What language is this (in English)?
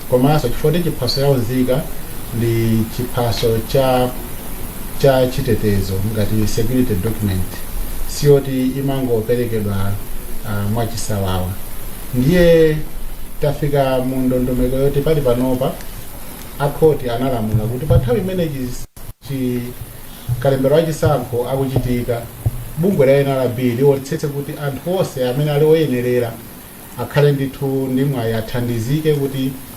Nyanja